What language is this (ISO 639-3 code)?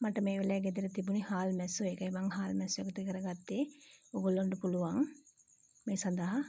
sin